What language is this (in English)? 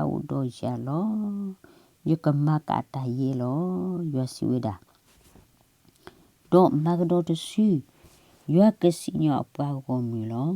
S'gaw Karen